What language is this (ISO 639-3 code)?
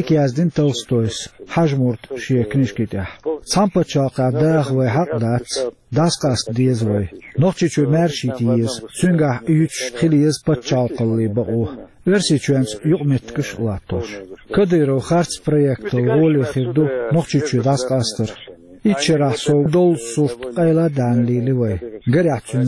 che